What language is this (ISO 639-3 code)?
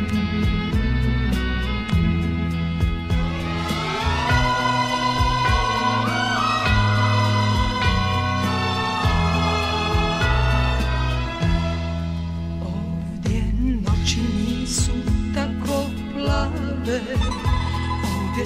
hrv